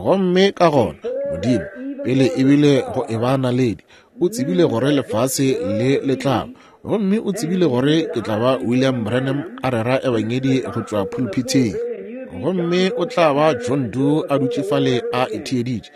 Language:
Northern Sotho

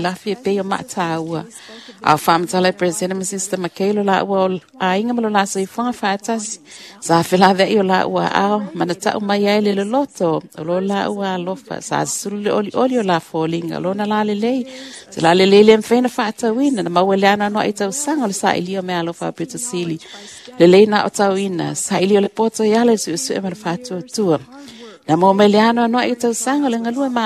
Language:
Samoan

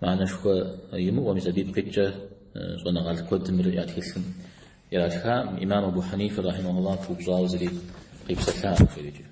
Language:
Kabardian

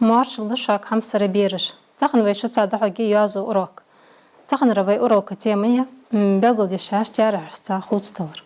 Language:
Ingush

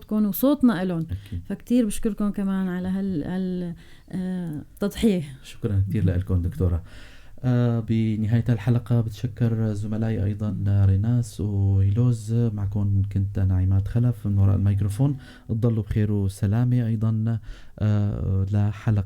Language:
North Levantine Arabic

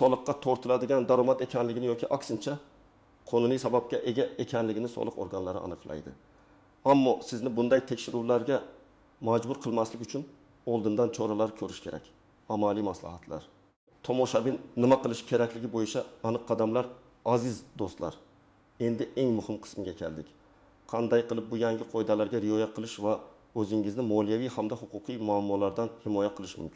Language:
Uzbek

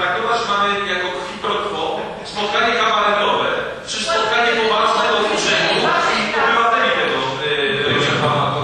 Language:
Polish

